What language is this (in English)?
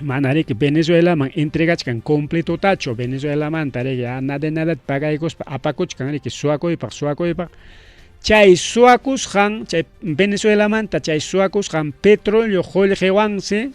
Ayacucho Quechua